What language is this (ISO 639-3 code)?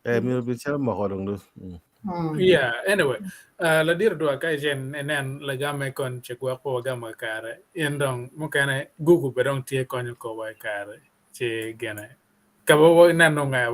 ach